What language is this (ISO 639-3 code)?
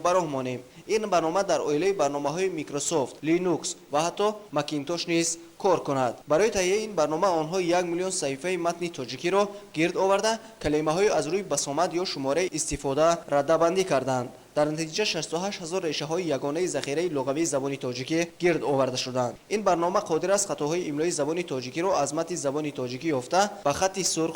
tgk